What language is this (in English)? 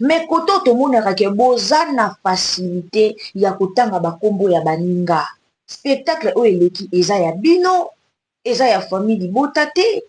Lingala